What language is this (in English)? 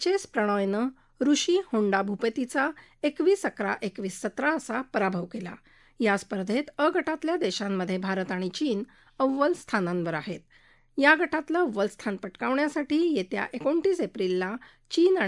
Marathi